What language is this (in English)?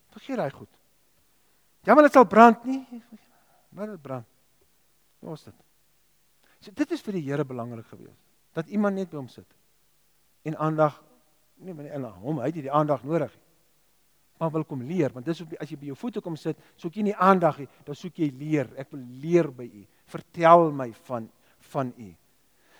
Afrikaans